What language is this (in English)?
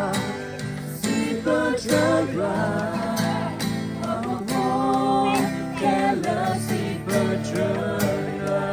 S'gaw Karen